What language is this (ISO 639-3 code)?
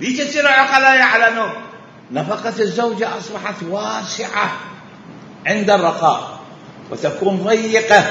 acm